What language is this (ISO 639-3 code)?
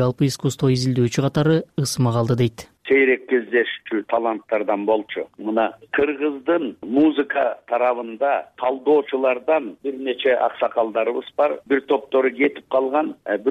kir